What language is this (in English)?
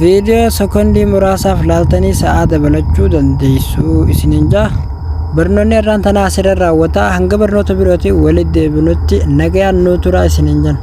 Oromo